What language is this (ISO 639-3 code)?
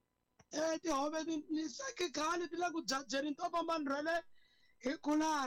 tso